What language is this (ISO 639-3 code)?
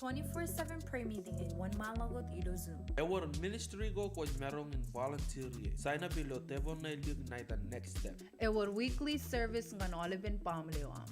mah